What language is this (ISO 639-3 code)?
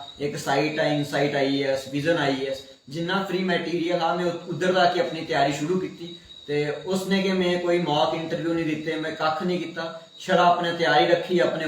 doi